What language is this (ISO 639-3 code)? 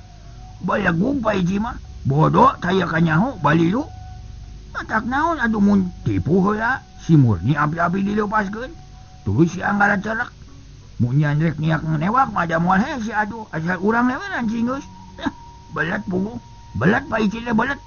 sun